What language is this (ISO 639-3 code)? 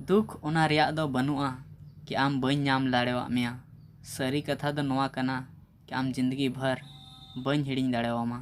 sat